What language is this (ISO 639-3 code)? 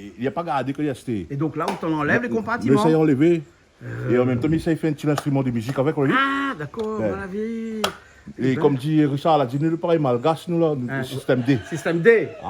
rcf